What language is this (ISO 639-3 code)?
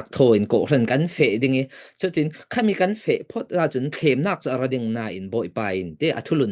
cfm